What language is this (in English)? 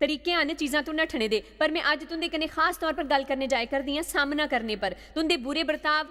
Dogri